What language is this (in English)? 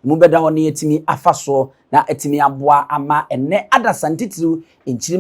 Akan